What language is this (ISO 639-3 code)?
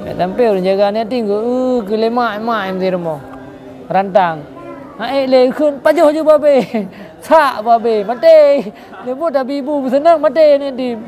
ace